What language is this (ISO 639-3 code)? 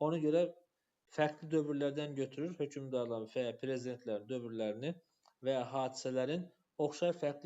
aze